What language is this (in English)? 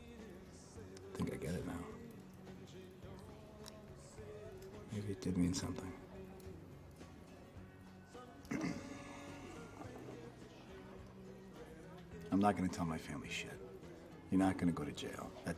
English